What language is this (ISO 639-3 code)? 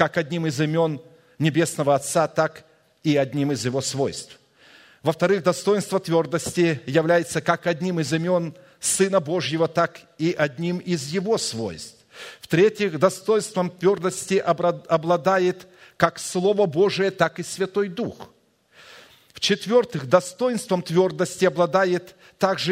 rus